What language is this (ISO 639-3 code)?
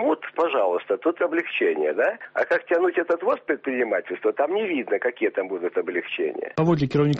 bel